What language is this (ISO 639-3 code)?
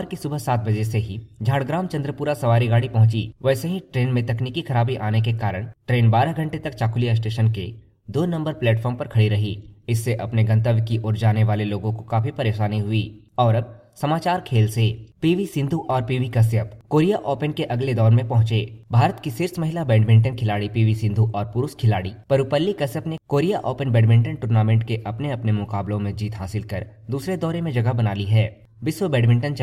hin